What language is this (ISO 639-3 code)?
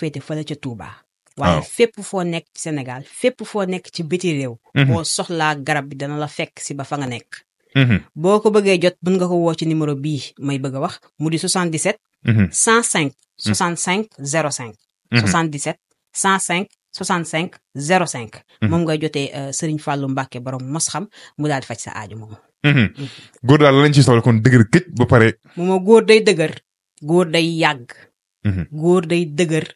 wol